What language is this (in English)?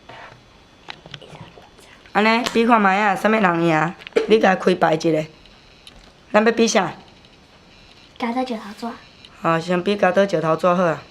Min Nan Chinese